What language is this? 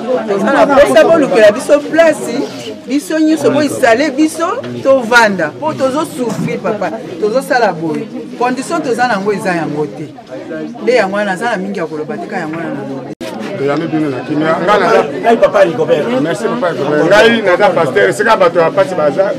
Lingala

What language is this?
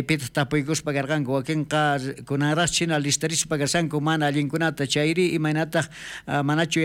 South Bolivian Quechua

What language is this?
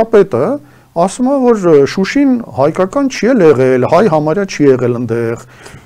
Armenian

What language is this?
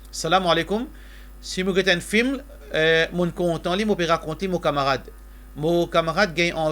Morisyen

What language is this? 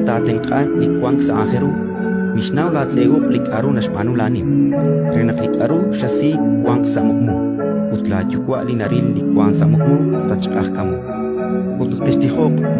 Kekchí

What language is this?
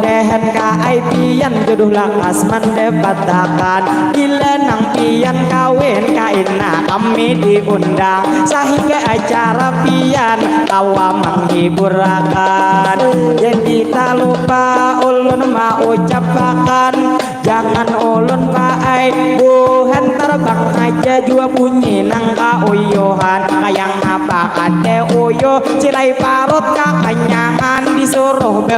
Banjar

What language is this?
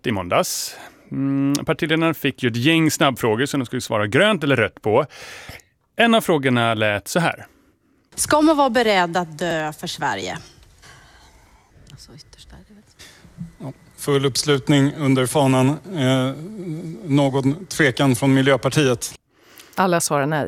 Swedish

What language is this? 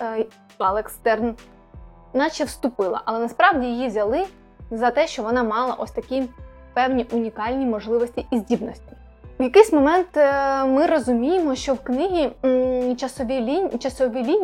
Ukrainian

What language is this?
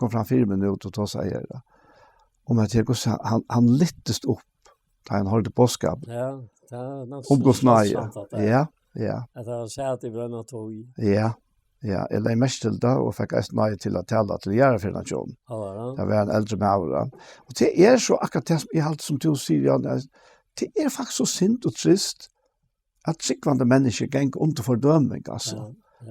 Faroese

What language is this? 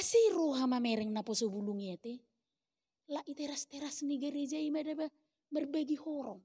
Batak Toba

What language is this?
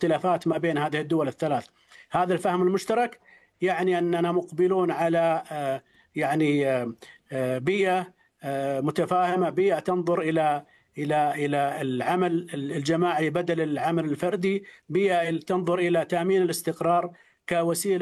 Arabic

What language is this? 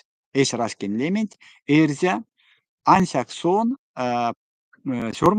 Erzya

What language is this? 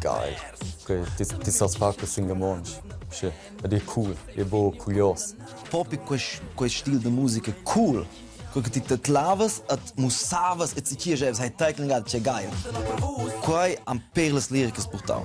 Romansh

